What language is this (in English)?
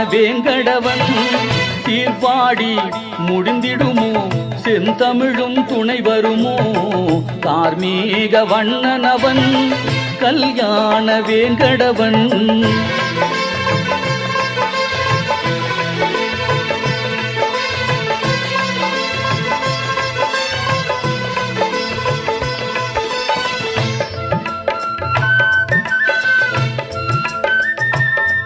Tamil